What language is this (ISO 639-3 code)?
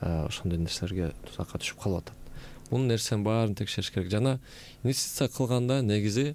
kir